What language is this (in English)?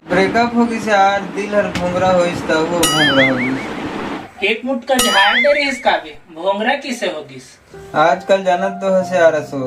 Chhattisgarhi